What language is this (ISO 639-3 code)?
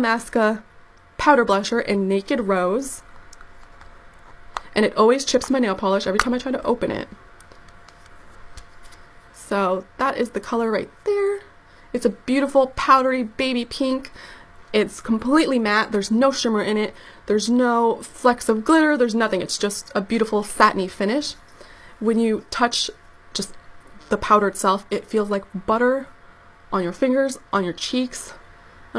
eng